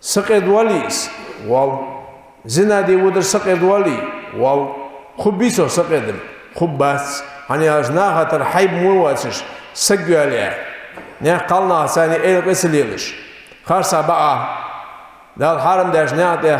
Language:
Ingush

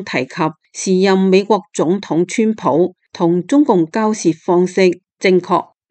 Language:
Cantonese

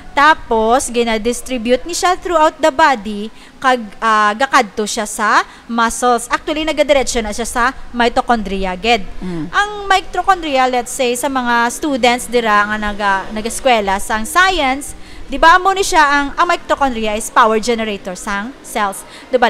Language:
Hiligaynon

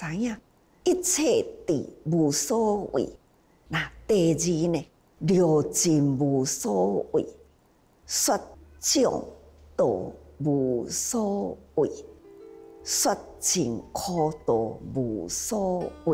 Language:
Chinese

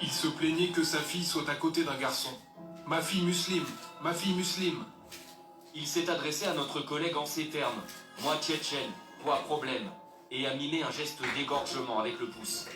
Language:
Kabyle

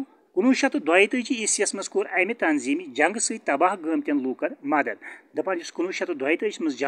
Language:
Kashmiri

